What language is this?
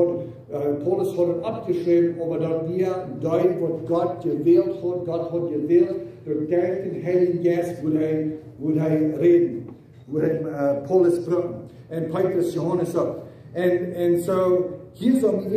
Plautdietsch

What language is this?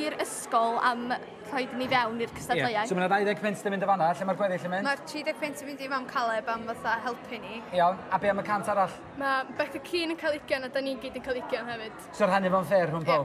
Welsh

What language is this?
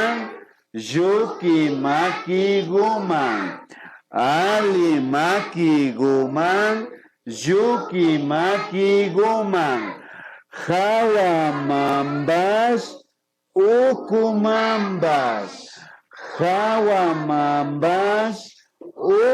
Imbabura Highland Quichua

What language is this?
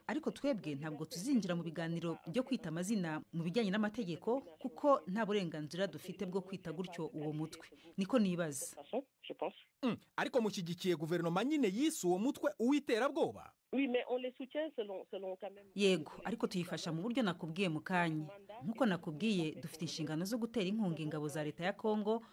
Kinyarwanda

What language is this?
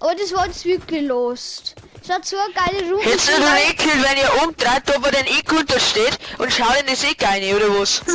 Bavarian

